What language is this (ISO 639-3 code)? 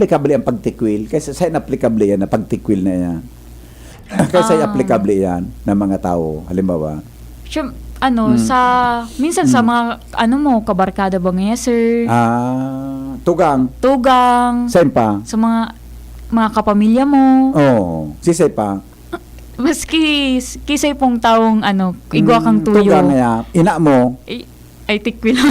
bik